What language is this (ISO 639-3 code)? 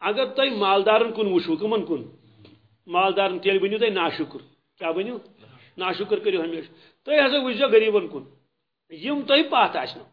kas